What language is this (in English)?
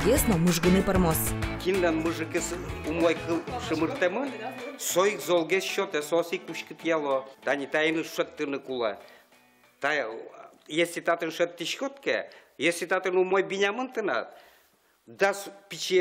Udmurt